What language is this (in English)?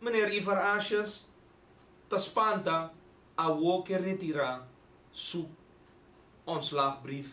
Papiamento